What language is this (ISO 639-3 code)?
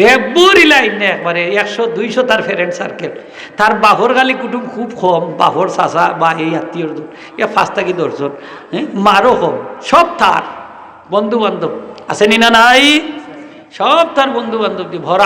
syl